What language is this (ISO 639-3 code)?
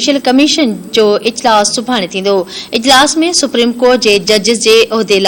snd